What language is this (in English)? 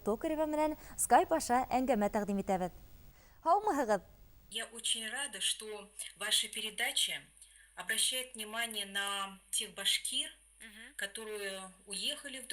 Bashkir